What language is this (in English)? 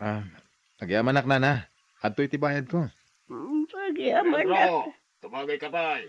Iloko